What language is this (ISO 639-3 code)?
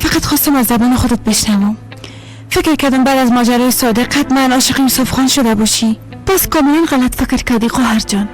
fas